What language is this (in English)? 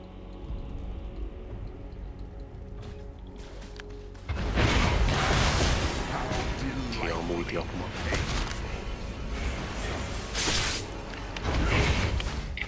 Romanian